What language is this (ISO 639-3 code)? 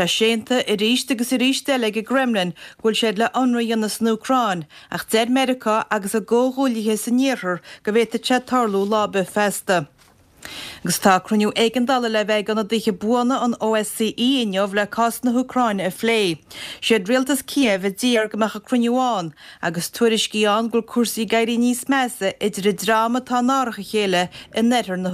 gle